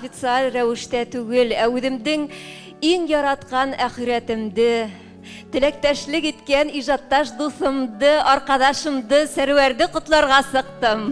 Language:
Bashkir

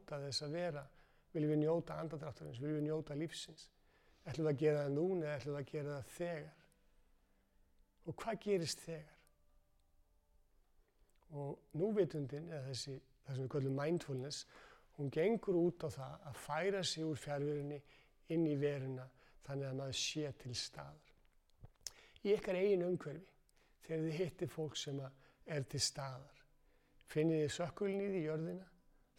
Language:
Icelandic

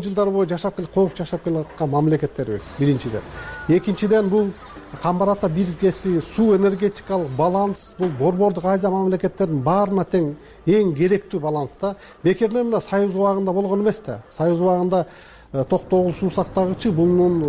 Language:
Kyrgyz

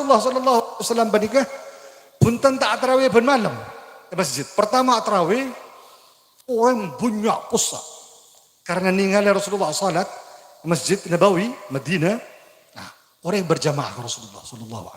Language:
Madurese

